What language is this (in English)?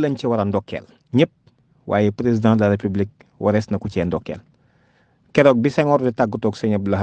Wolof